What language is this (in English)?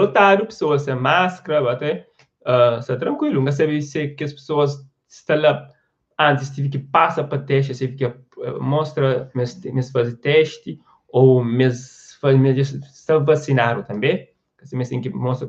Kabuverdianu